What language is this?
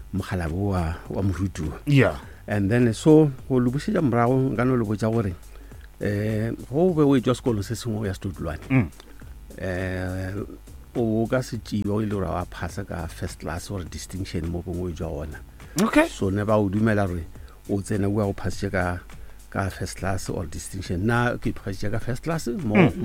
Northern Sotho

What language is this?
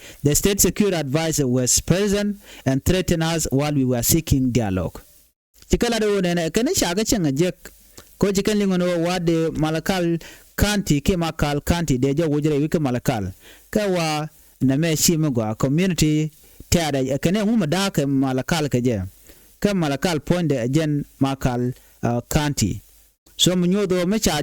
Nuer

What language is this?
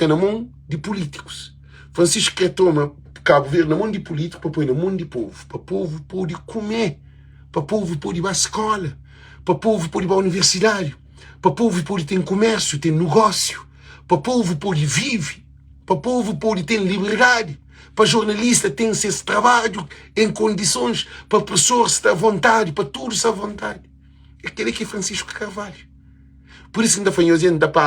Kabuverdianu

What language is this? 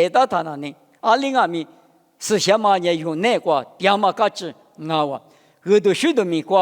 Lisu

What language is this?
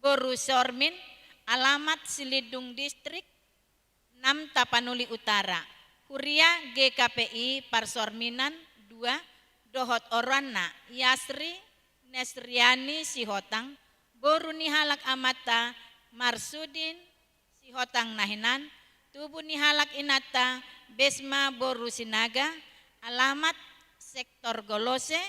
Batak Toba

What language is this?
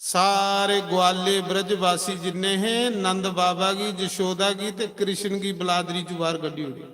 Dogri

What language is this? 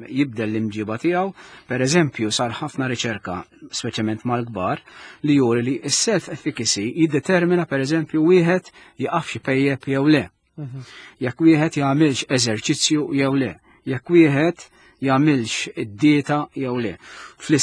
Maltese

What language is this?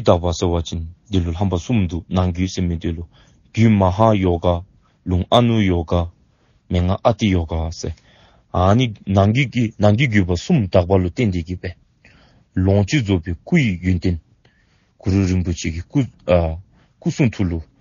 Dzongkha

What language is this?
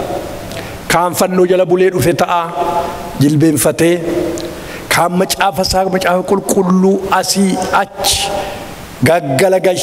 Oromo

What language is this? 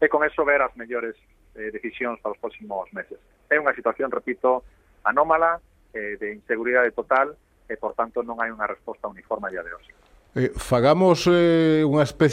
Galician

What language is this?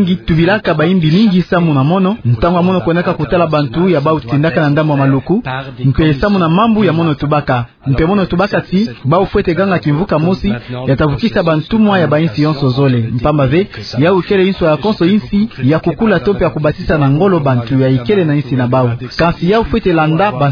Kituba (Democratic Republic of Congo)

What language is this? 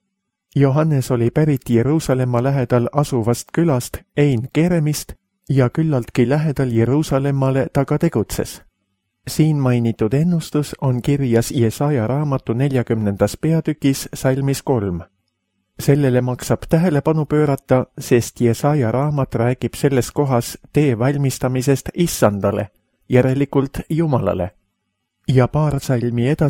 Estonian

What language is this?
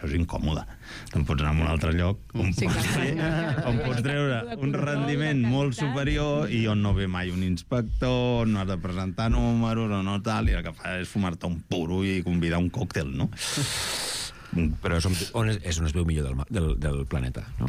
Catalan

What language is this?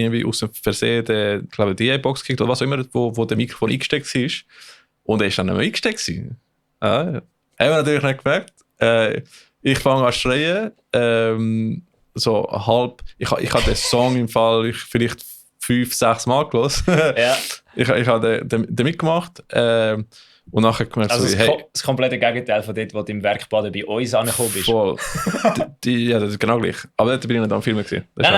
Swiss German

